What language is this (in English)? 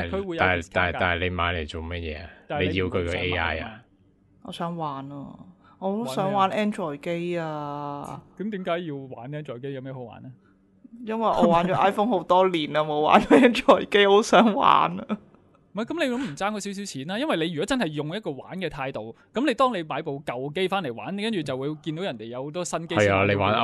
Cantonese